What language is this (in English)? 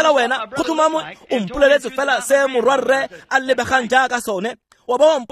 Tswana